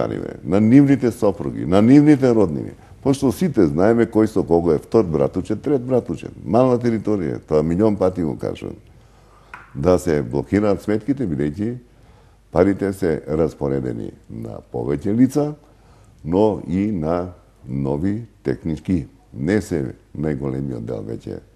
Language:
Macedonian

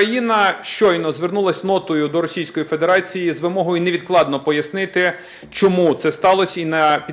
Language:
Ukrainian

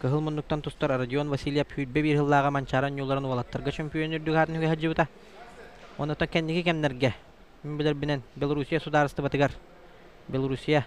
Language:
Yakut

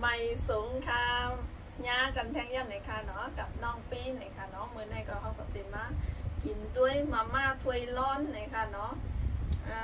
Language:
Shan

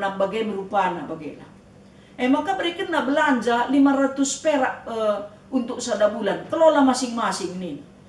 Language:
Batak Karo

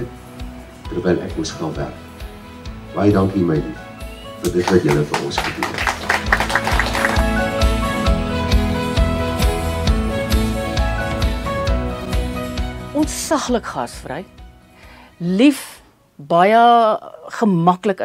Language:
Afrikaans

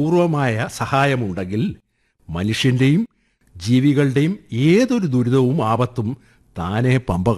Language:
Malayalam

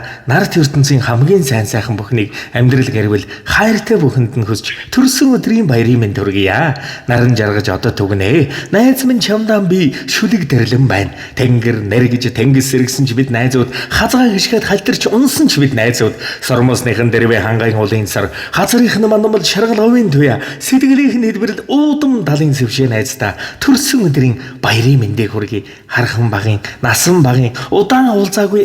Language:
Mongolian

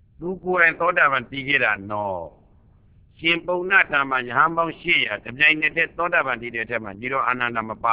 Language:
Burmese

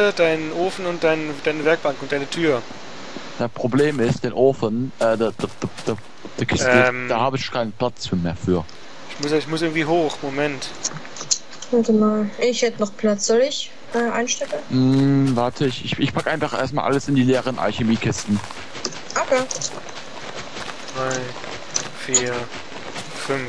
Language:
German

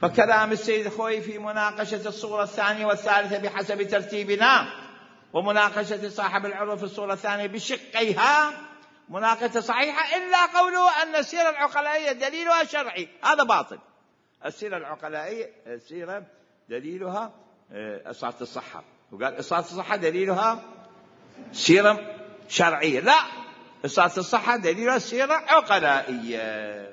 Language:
Mesopotamian Arabic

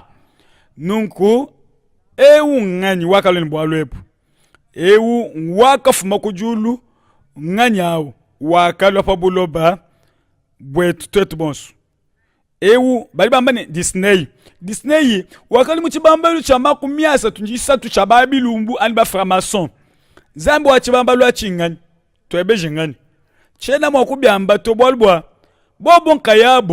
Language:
Luba-Lulua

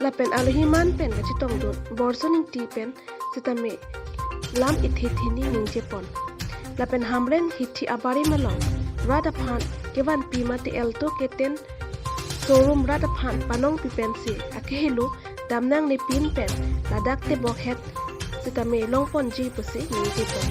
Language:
Karbi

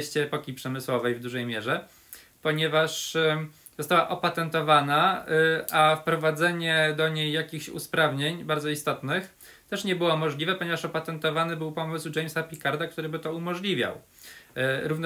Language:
Polish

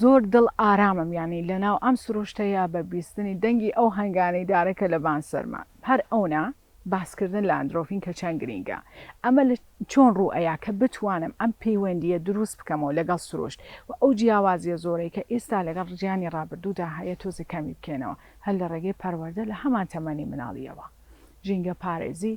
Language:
Central Kurdish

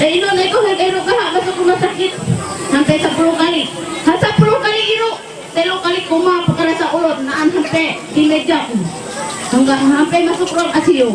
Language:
Ma'anyan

